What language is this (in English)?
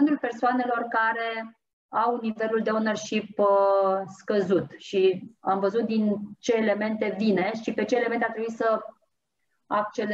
Romanian